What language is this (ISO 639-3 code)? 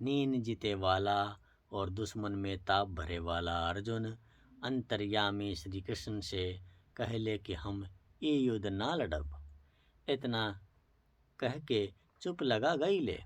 bho